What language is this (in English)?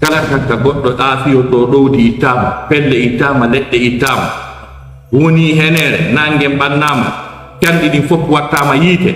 Fula